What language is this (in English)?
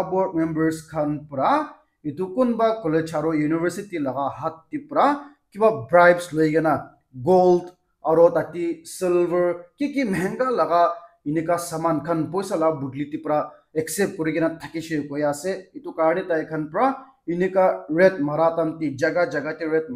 Naga Pidgin